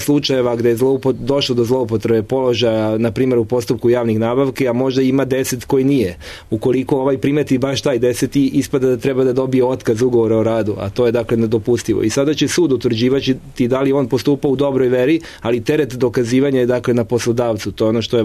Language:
Serbian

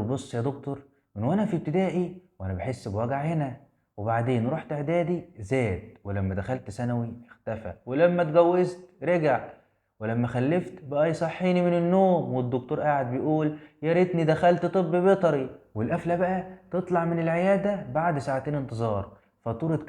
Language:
Egyptian Arabic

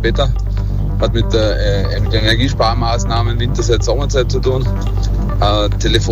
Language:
German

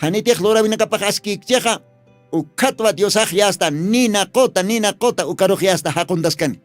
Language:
Aymara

